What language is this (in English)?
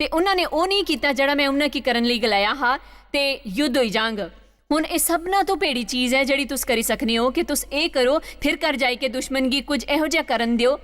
Dogri